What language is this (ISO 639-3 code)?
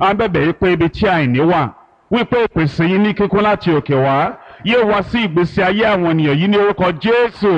yor